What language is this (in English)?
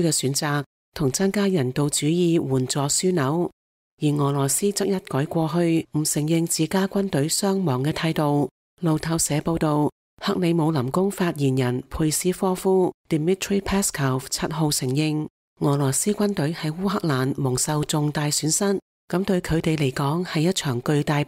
Cantonese